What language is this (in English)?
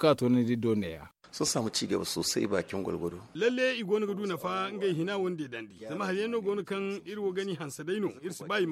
Zarma